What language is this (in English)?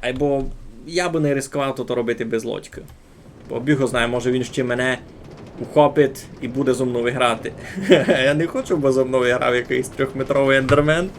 Rusyn